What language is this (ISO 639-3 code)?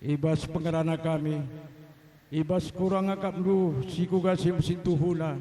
btx